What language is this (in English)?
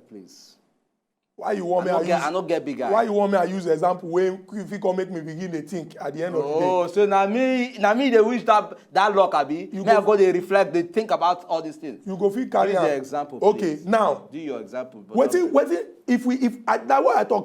Nigerian Pidgin